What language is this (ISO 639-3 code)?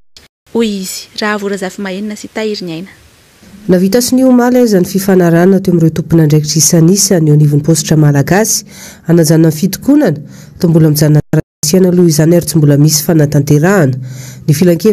mlg